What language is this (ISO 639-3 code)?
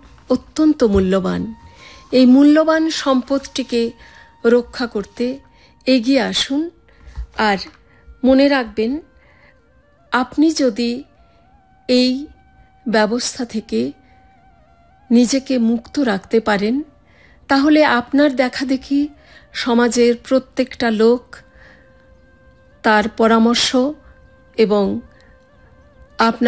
ben